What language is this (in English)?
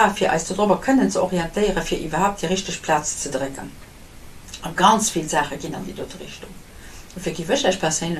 Luxembourgish